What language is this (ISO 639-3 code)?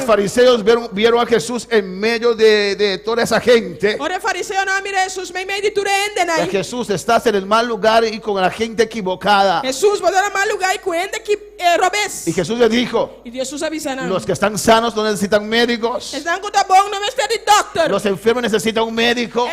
pap